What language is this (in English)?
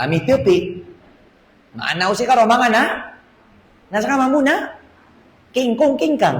Maranao